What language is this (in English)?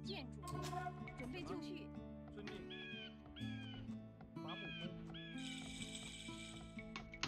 Chinese